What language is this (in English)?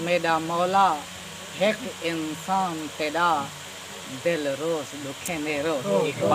Saraiki